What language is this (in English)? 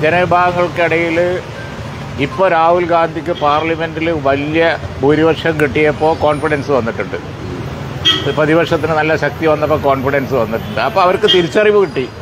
Malayalam